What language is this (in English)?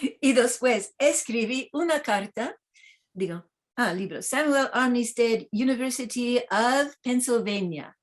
Ladino